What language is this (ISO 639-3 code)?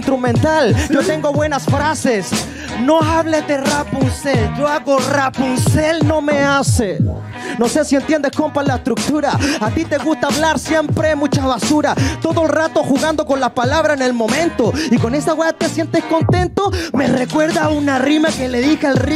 spa